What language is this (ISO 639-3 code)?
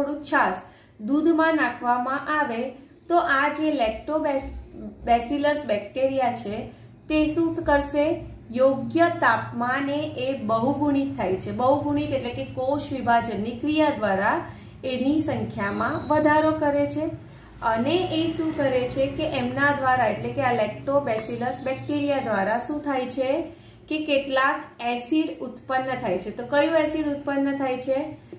guj